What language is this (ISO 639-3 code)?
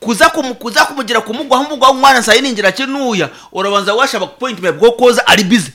nyn